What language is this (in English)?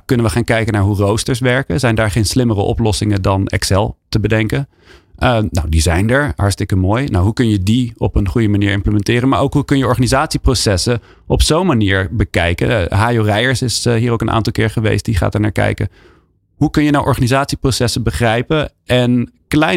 Dutch